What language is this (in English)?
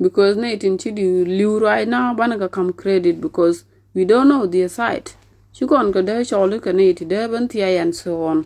Nuer